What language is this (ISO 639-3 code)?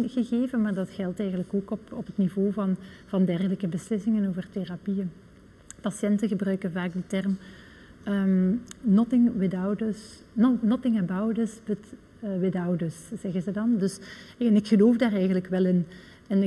nld